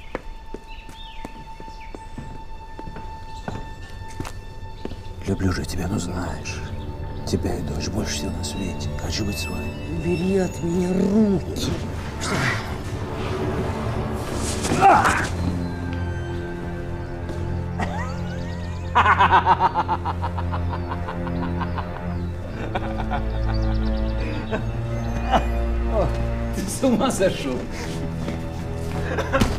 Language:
Russian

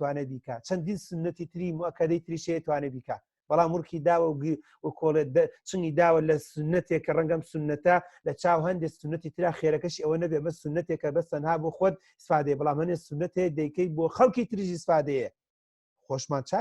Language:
Central Kurdish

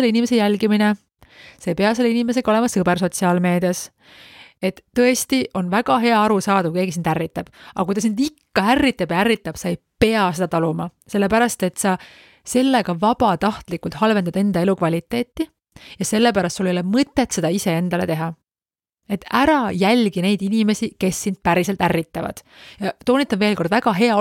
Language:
Estonian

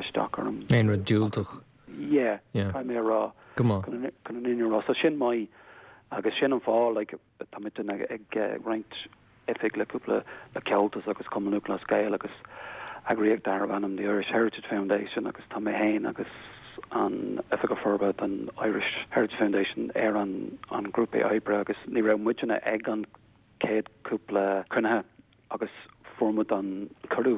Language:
Irish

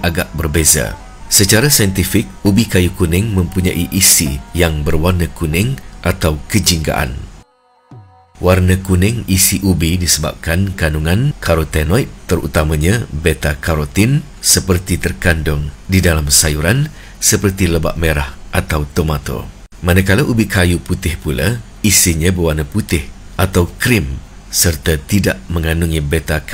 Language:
Malay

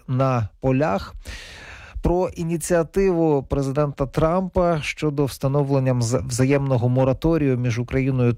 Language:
Ukrainian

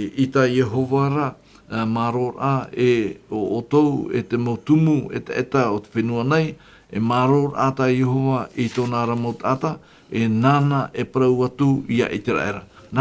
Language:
Tahitian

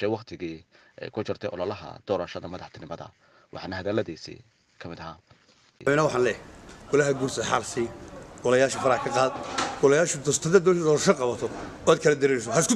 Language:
Somali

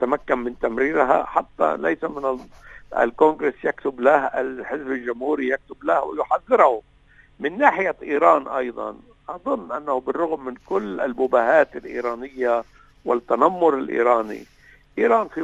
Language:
Arabic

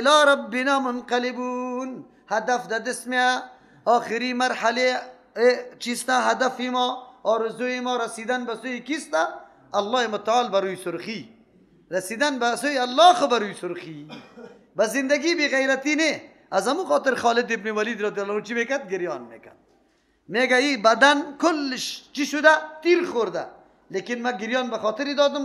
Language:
Persian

